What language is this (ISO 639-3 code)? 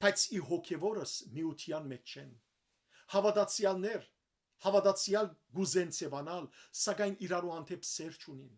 hyw